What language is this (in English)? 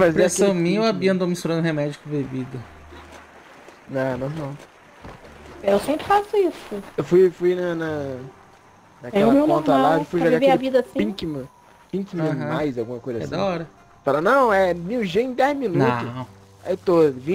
Portuguese